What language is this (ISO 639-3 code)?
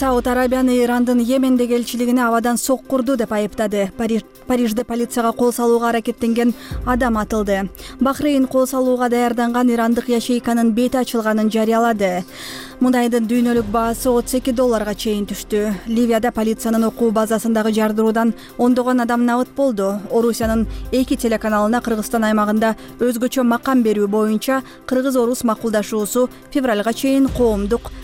kir